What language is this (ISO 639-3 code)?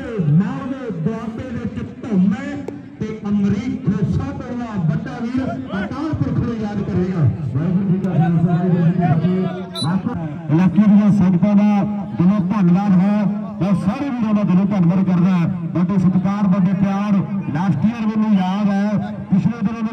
pan